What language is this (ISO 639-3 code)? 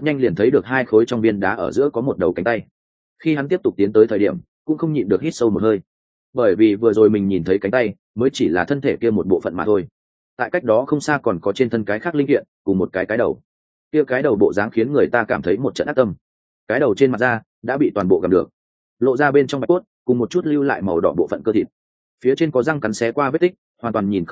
vie